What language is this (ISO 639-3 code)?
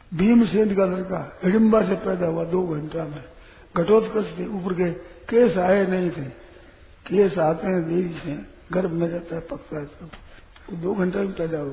hin